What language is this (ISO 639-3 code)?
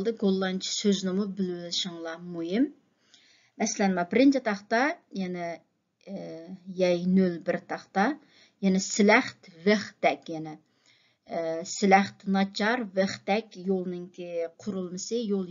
uig